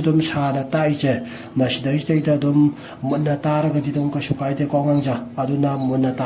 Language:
Manipuri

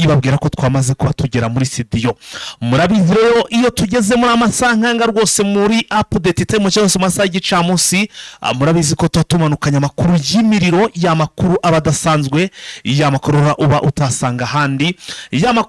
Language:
Kinyarwanda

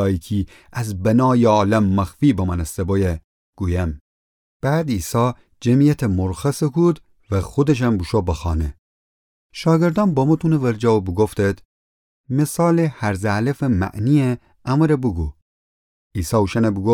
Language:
Gilaki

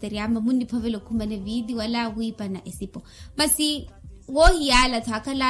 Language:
Makhuwa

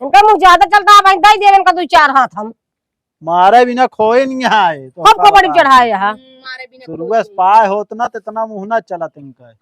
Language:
Awadhi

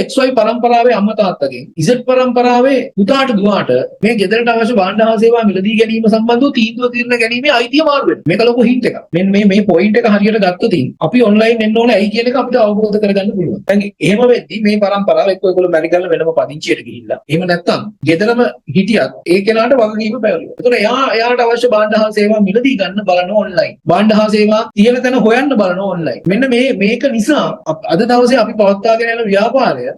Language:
Sinhala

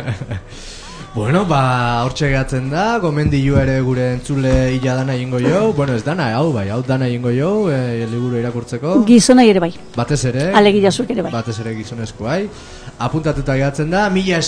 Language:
Basque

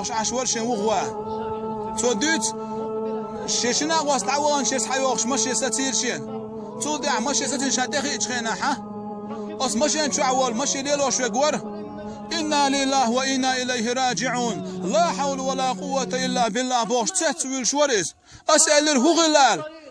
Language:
Chechen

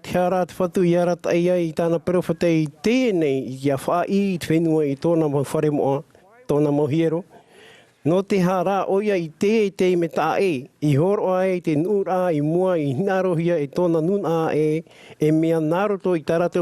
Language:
Tahitian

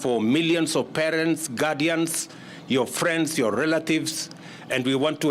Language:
Meru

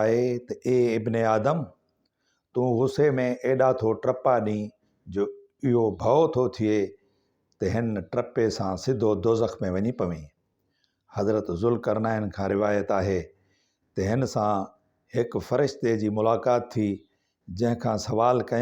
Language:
Sindhi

